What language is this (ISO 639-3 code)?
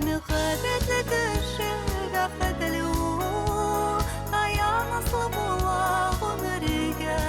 bak